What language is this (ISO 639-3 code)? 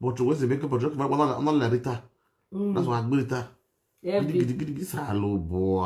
pcm